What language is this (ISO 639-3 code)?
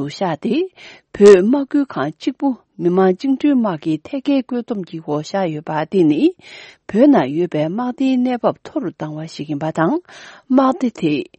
bod